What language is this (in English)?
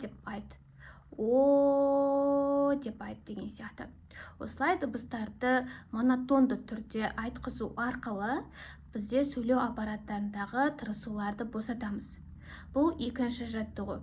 Kazakh